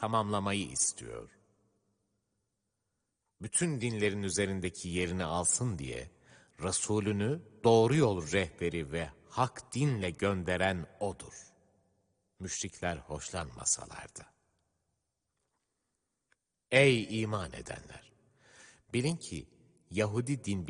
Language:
Turkish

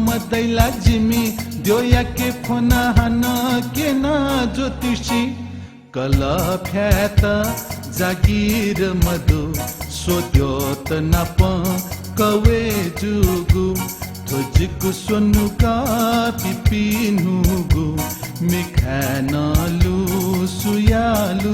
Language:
Newari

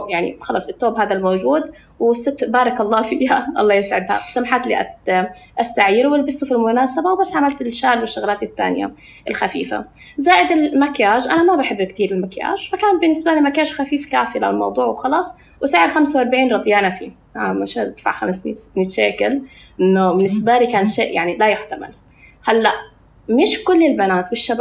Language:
North Levantine Arabic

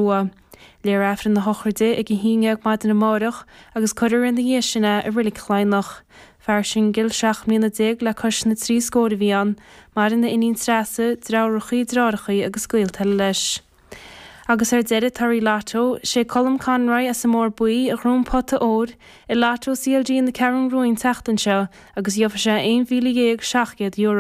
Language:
Irish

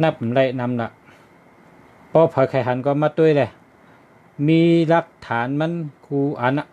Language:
Shan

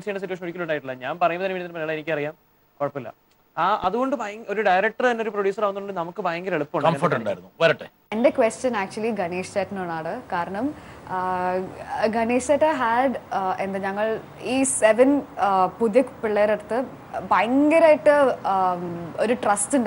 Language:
Malayalam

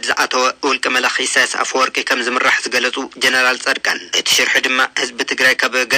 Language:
Tigrinya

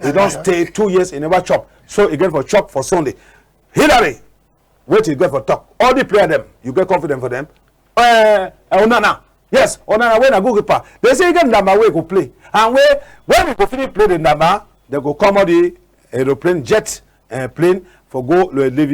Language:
Cameroon Pidgin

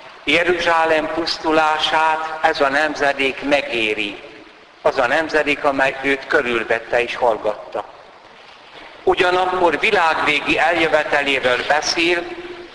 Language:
Hungarian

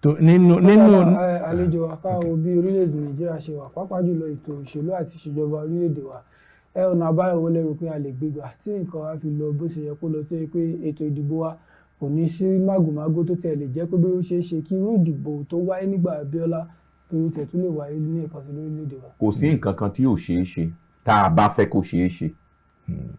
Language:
Yoruba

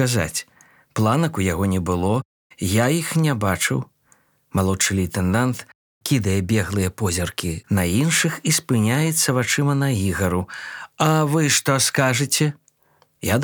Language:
Belarusian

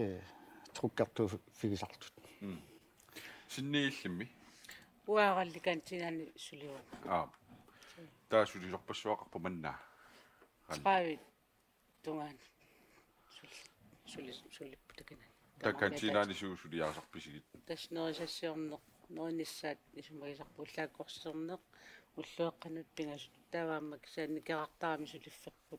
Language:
Kalaallisut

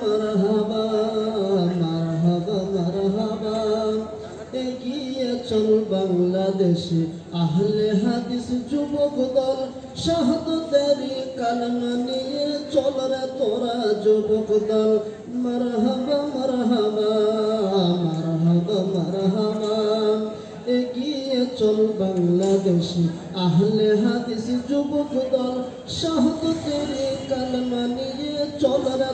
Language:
Bangla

